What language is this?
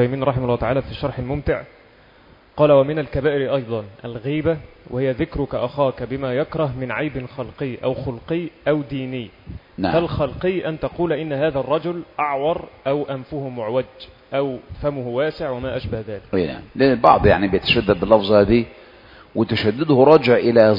Arabic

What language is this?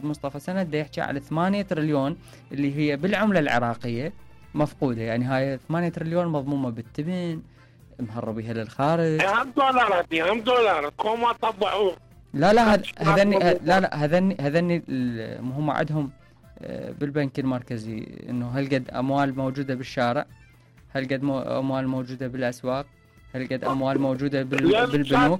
Mesopotamian Arabic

